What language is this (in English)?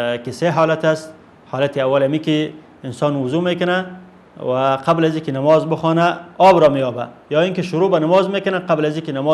Persian